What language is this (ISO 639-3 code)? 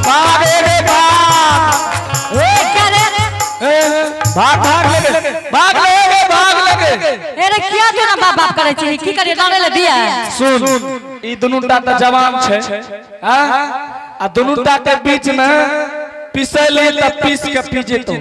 anp